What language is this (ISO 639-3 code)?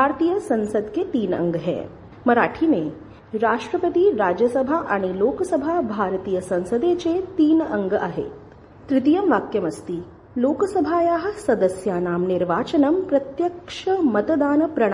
san